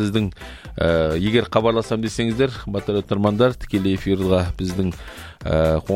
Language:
Kazakh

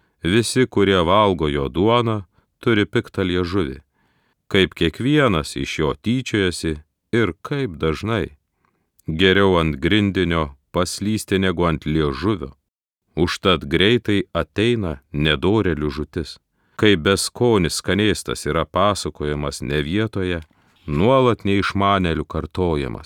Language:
Lithuanian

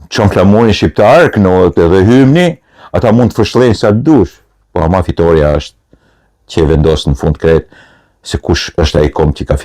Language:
Albanian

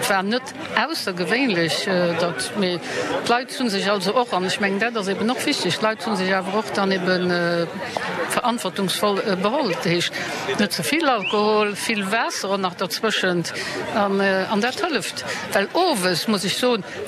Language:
Luxembourgish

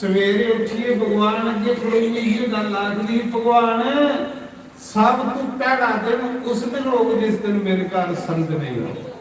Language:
Dogri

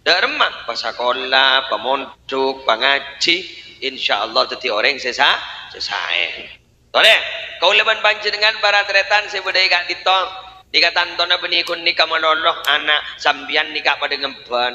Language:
Madurese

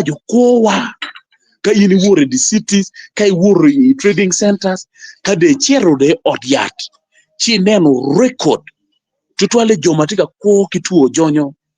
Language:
Acoli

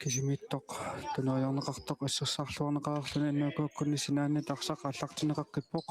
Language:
Kalaallisut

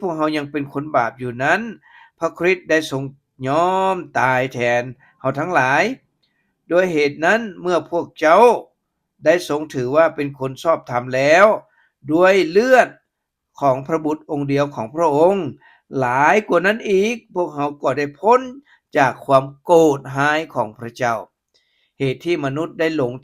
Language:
Lao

